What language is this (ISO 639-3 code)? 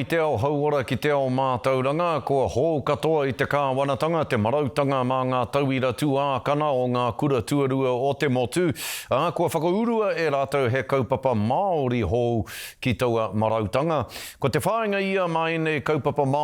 mri